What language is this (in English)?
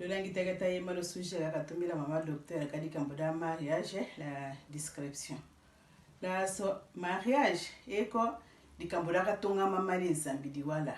Tetela